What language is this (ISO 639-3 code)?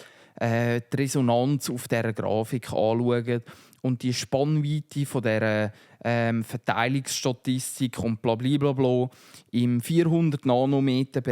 gsw